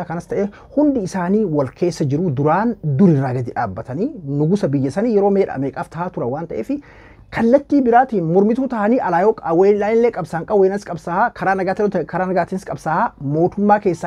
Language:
Oromo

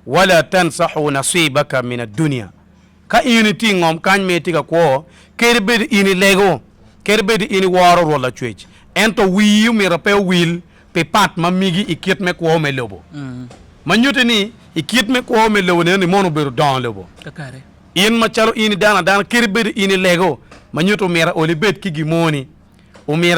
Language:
Acoli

